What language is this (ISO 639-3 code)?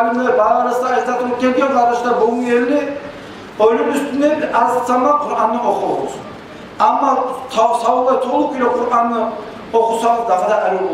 kum